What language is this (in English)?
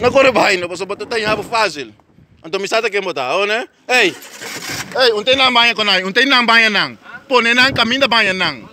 Papiamento